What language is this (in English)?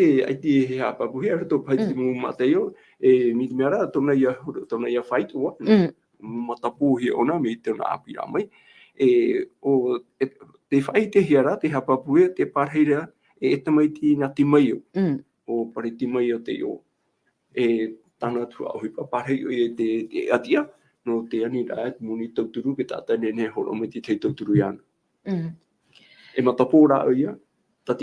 Tahitian